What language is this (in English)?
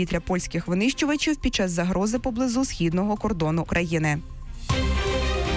Ukrainian